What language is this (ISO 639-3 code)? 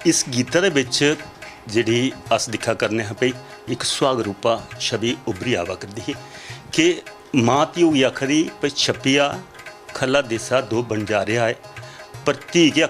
doi